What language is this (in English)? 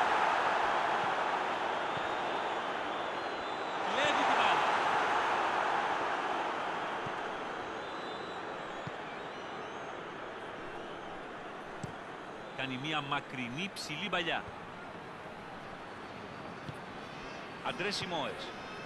Greek